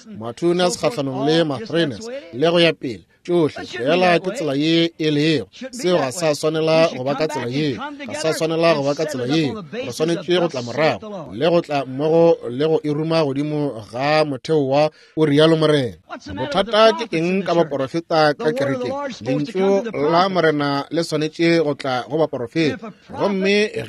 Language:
Northern Sotho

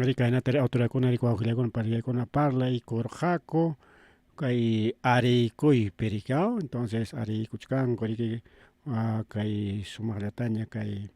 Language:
Ayacucho Quechua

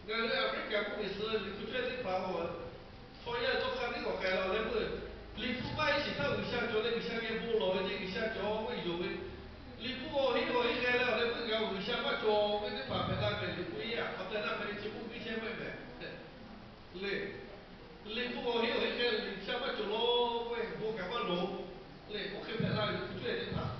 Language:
Lahu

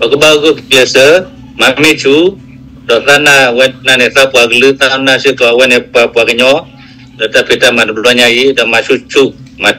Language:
S'gaw Karen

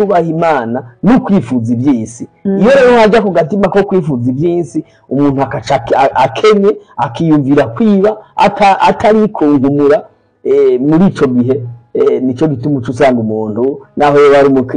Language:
Rundi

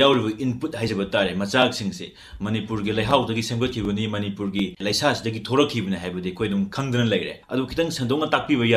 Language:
Manipuri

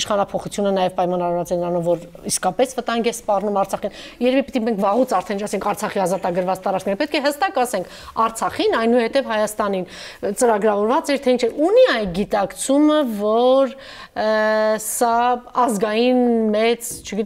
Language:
Armenian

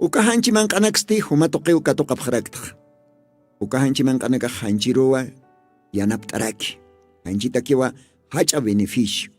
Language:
Aymara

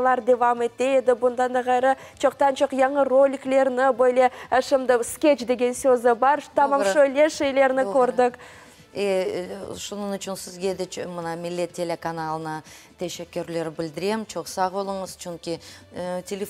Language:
Crimean Tatar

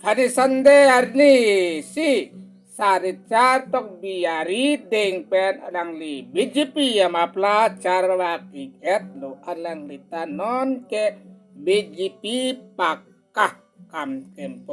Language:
Karbi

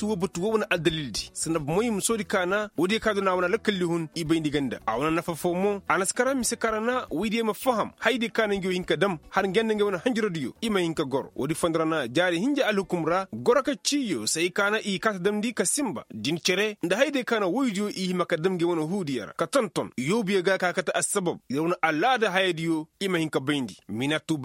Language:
Koyraboro Senni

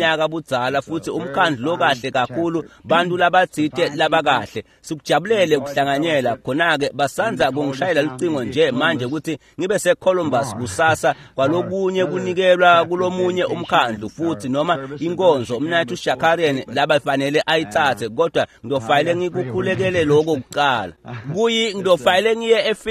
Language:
Swati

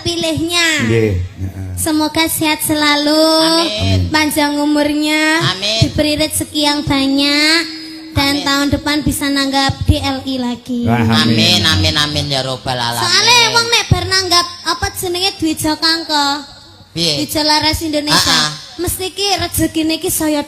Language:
Javanese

